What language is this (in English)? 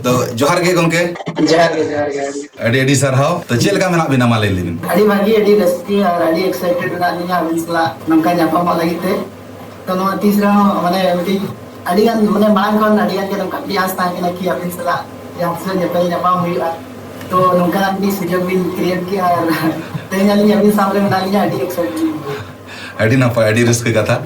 Santali